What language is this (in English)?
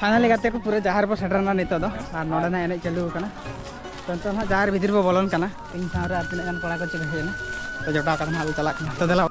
Santali